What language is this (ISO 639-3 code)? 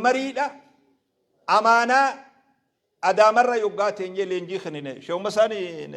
orm